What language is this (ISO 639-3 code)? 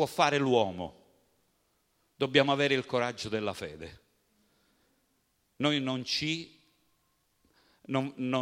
ita